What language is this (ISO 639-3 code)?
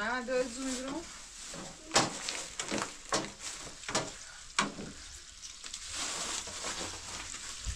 fas